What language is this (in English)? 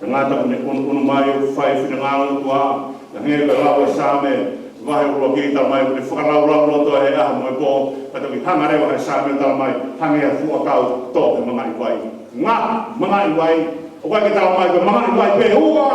Tongan